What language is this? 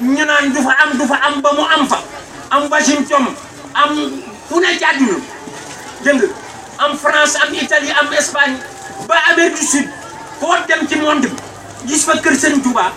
Wolof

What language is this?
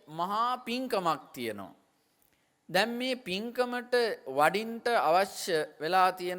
Sinhala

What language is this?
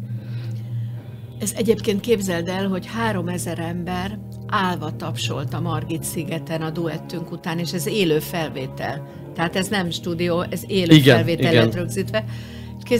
Hungarian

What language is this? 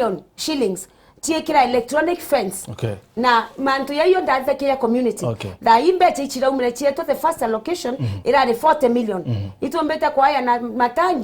Meru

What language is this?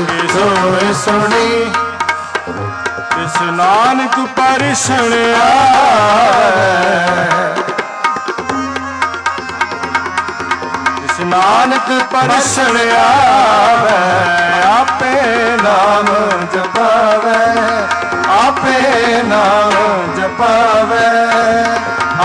Punjabi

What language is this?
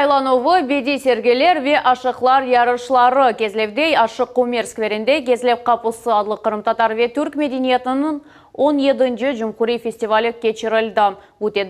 Crimean Tatar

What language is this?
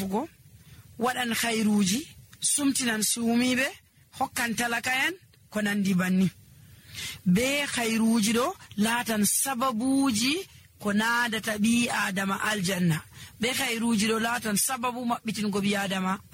Nigerian Fulfulde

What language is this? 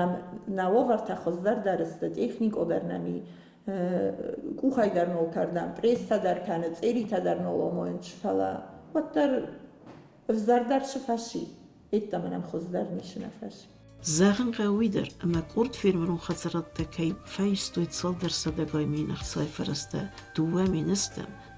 Ossetic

